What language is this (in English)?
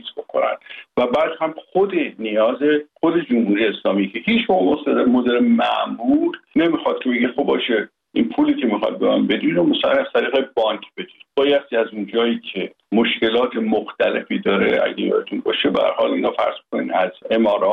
Persian